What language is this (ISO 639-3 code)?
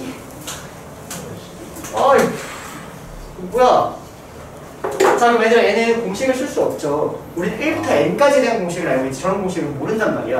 kor